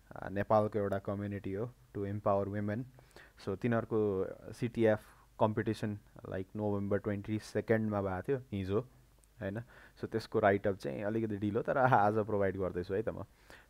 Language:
Nepali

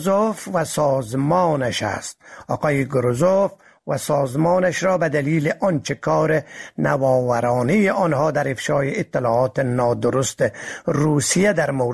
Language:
Persian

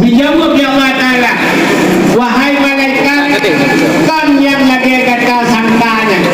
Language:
Achinese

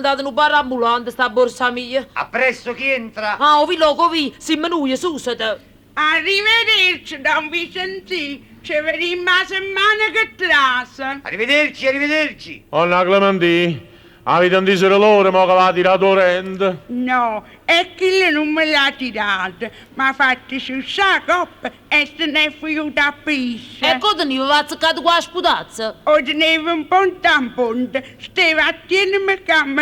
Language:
Neapolitan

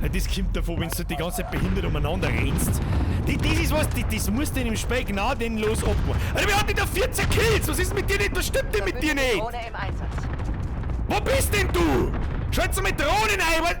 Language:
Bavarian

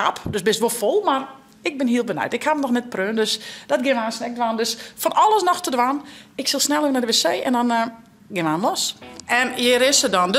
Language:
Western Frisian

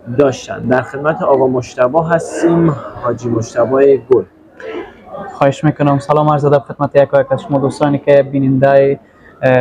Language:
Persian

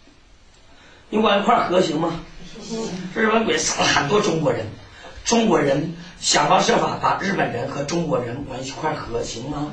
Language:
Chinese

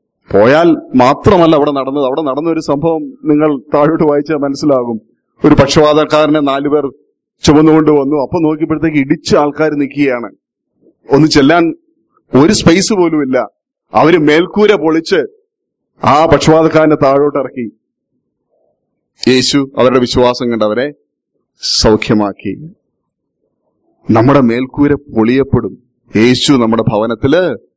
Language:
Malayalam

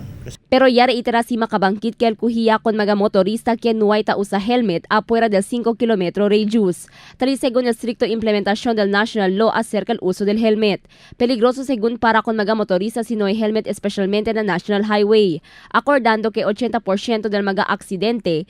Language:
Chavacano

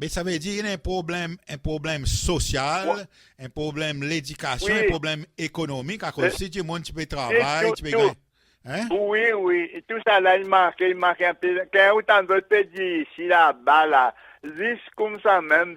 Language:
Seselwa Creole French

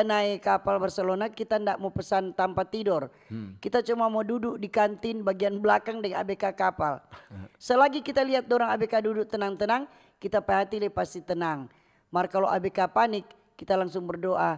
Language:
Manado Malay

